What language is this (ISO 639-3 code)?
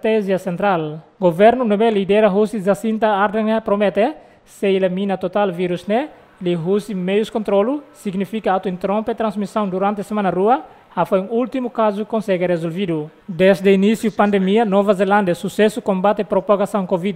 tet